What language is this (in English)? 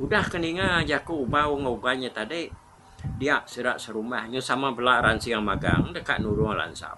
Iban